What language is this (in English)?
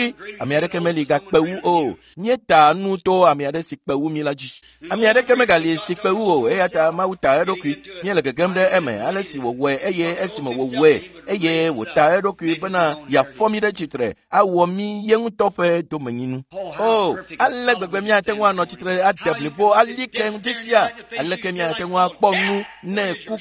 Ewe